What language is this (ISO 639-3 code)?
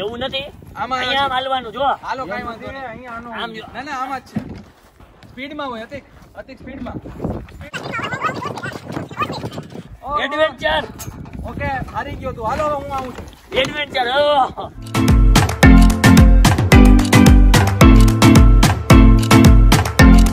guj